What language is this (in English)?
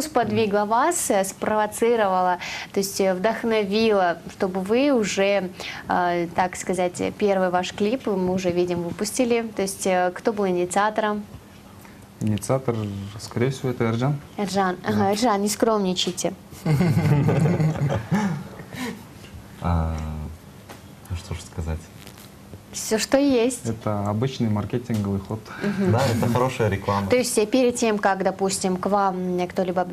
Russian